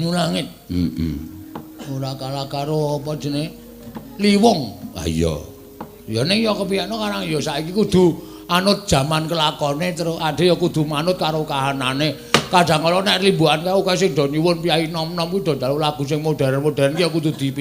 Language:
Javanese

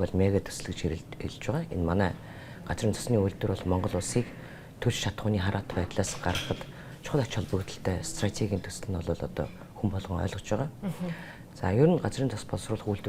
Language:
Mongolian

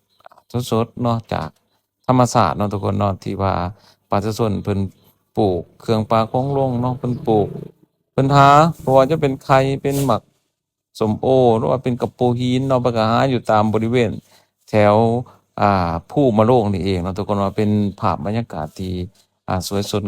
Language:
Lao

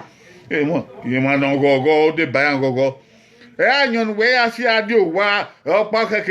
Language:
Bini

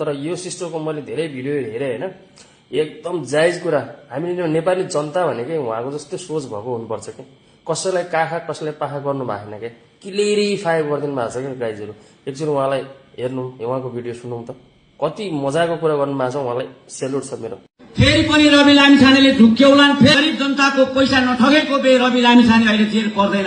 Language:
Nepali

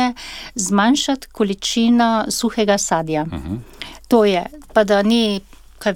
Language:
Slovenian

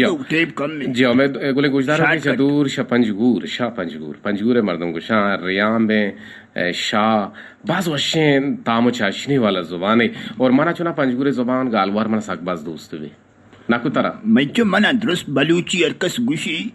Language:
Eastern Balochi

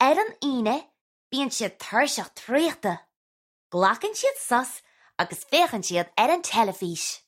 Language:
Irish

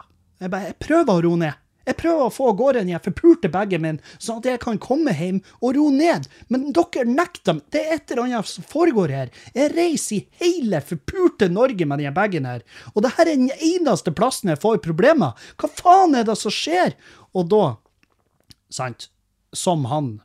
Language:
Norwegian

